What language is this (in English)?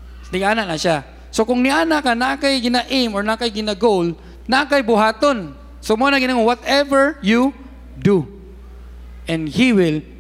Cebuano